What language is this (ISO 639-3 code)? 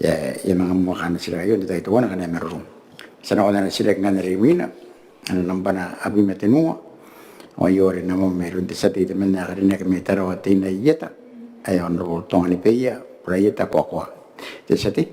gil